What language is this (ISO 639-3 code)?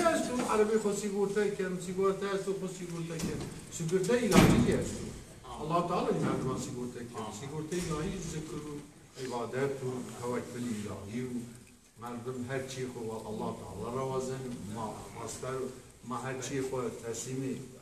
zza